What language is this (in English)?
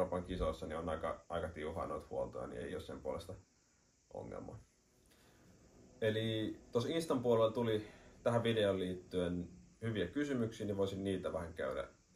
Finnish